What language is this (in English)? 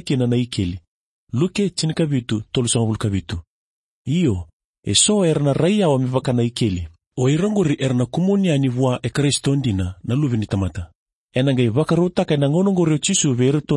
Fijian